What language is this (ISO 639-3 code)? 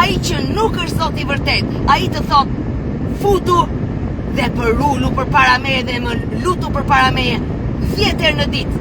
sqi